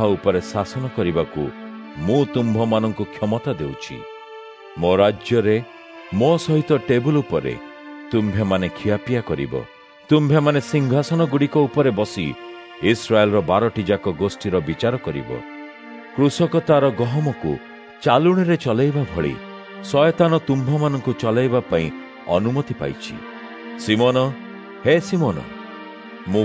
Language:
Odia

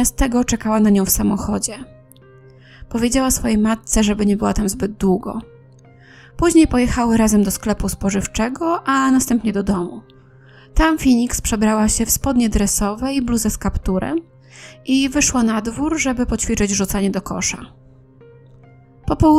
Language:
Polish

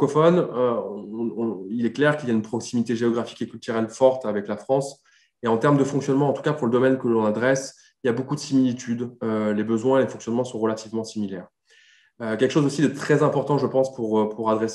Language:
French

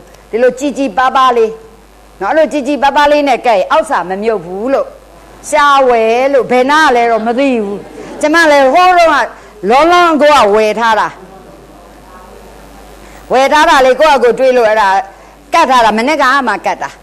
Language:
Burmese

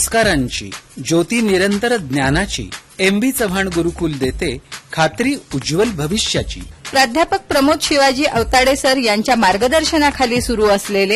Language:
Marathi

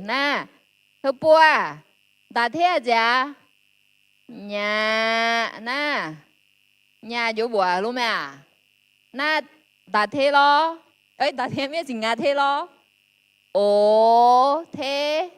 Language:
Akha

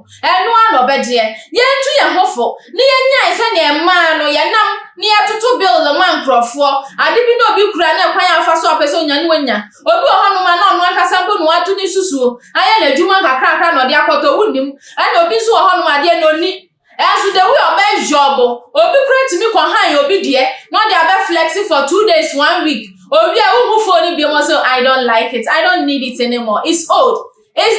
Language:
Akan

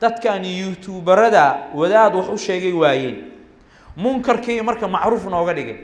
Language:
Somali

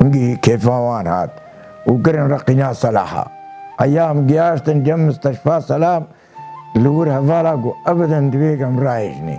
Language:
Kurdish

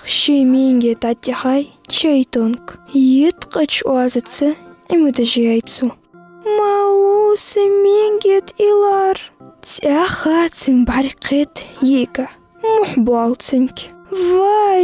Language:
Ingush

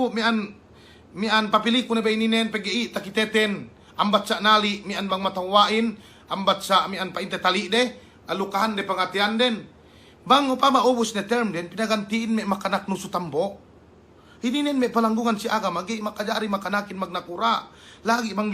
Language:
Yakan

